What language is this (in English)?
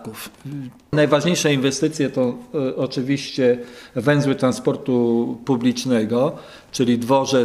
Polish